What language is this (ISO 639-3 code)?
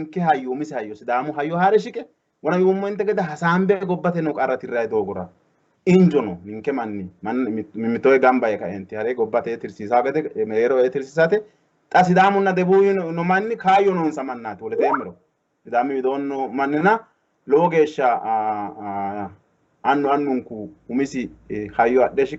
sid